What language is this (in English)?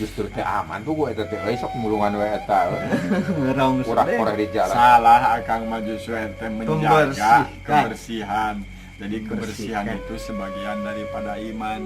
Sundanese